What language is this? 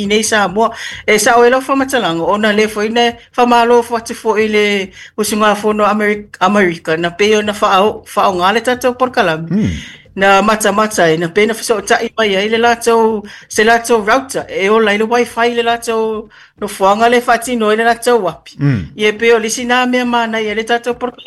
Samoan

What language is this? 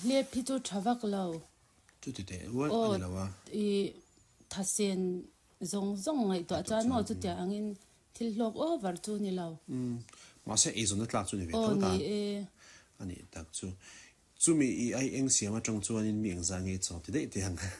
Mizo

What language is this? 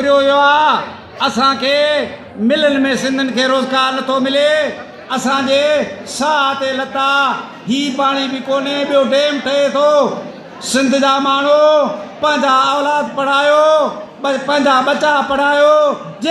Sindhi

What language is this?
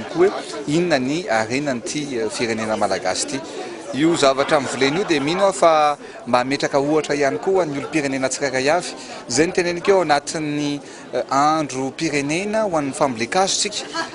Malagasy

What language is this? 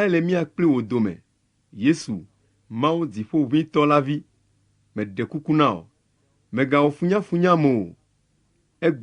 Ewe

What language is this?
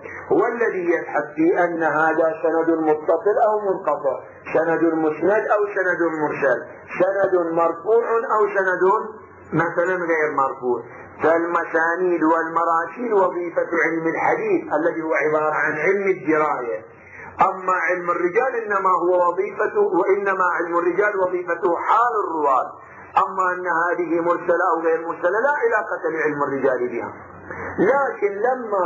Arabic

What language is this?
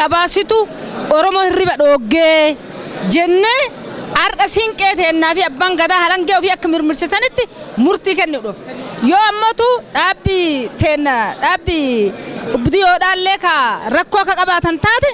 Oromo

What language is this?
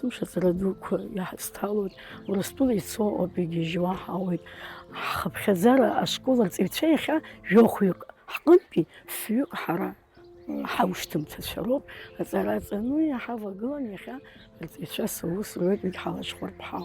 Abkhazian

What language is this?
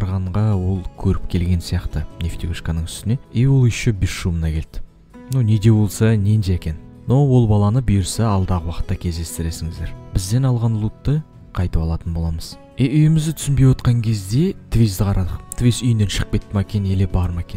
Kazakh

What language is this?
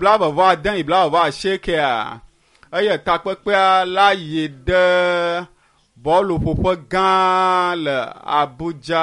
Ewe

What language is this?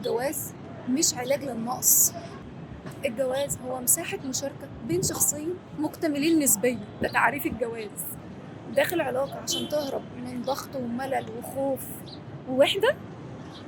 Egyptian Arabic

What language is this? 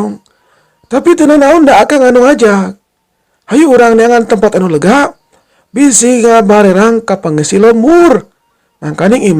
Sundanese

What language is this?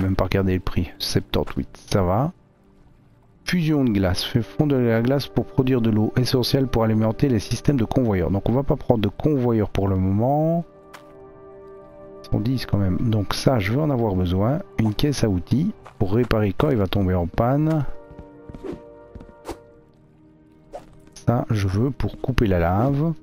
French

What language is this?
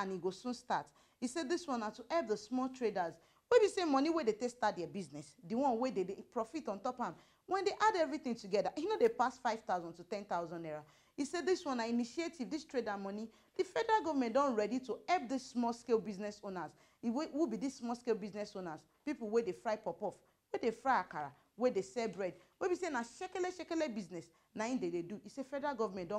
Nigerian Pidgin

